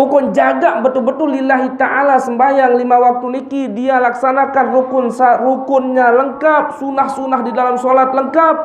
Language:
Sasak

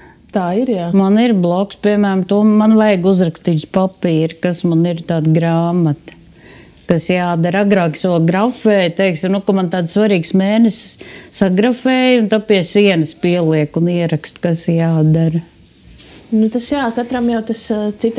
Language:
Latvian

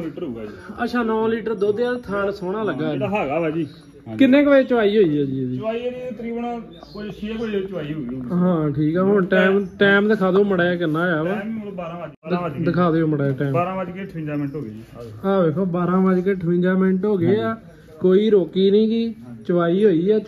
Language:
Punjabi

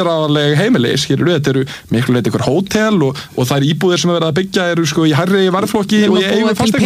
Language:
Icelandic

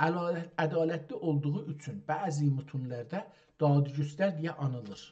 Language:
South Azerbaijani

